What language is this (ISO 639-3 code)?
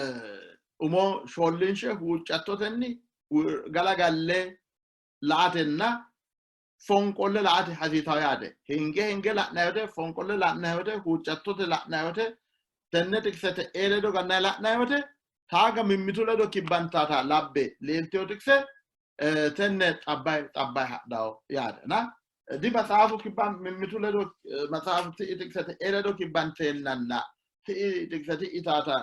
sid